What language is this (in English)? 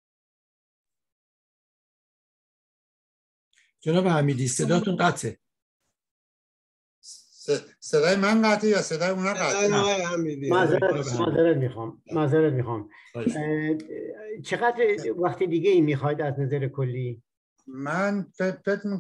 Persian